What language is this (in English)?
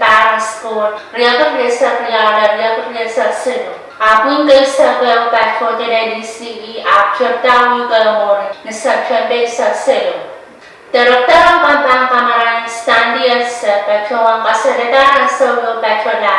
Pohnpeian